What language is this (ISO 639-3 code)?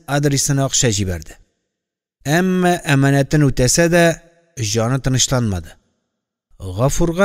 tat